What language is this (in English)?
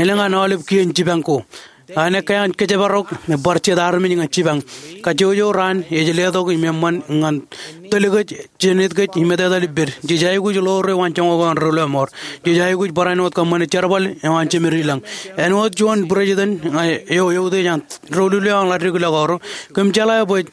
Marshallese